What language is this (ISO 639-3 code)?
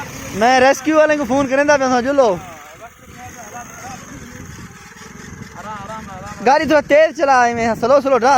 skr